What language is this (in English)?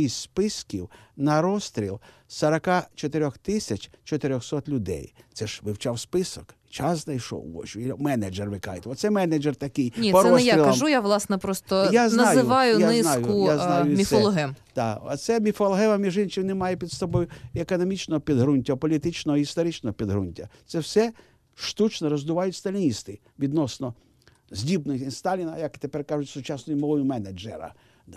Ukrainian